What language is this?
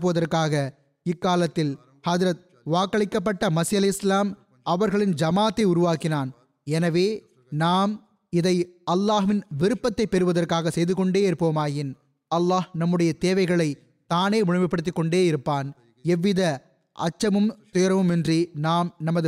Tamil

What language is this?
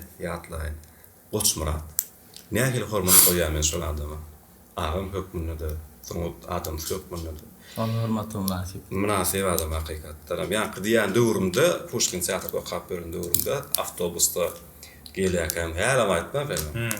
Turkmen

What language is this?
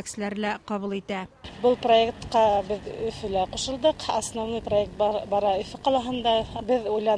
Bashkir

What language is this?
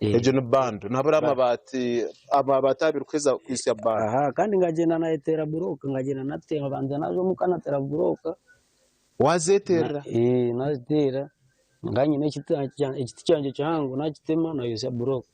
Nyankole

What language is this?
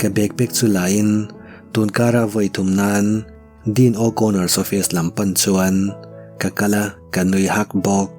Mizo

